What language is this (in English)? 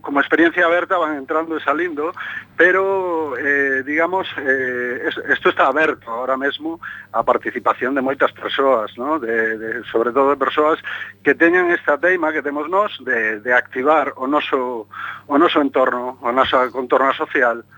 Galician